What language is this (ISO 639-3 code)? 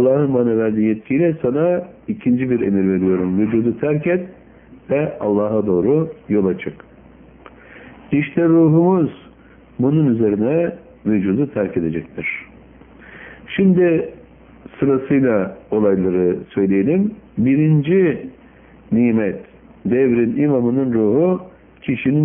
tur